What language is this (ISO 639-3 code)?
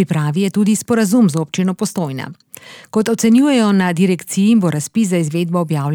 slv